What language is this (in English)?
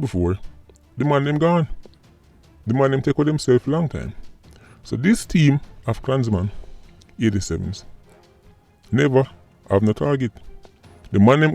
Jamaican Creole English